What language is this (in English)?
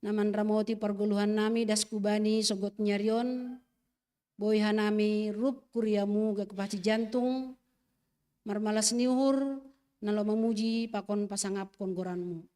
Batak Simalungun